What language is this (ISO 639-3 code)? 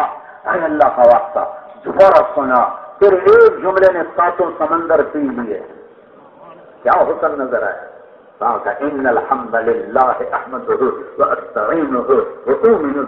urd